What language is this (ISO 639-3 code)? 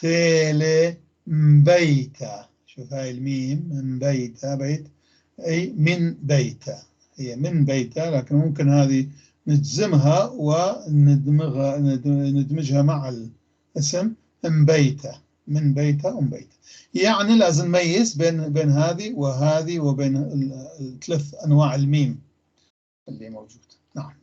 apc